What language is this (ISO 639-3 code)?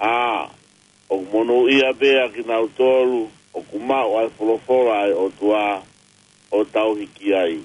ton